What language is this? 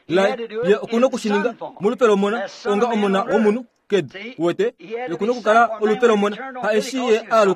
Kuanyama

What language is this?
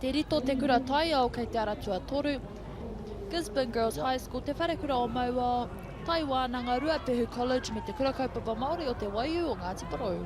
Māori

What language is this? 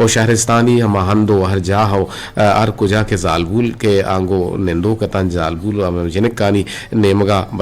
Eastern Balochi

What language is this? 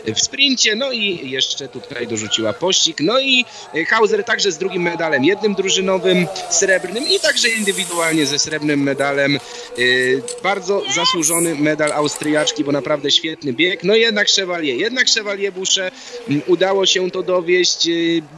Polish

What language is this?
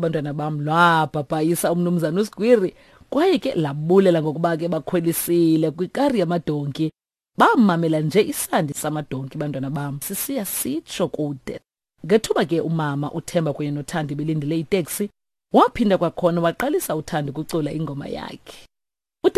Xhosa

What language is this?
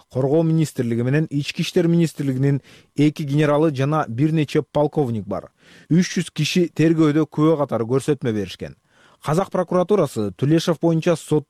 Kyrgyz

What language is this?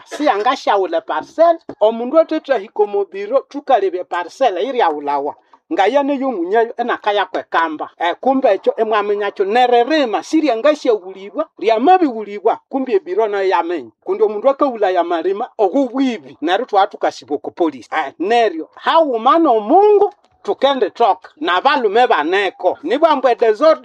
Nande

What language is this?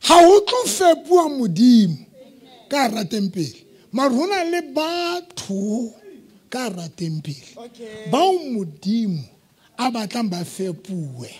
Southern Sotho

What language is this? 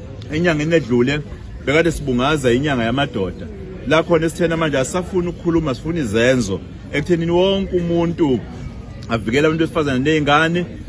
Zulu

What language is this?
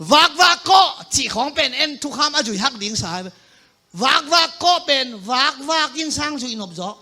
Tedim Chin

